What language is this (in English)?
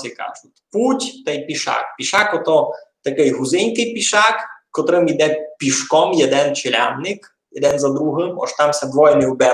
Rusyn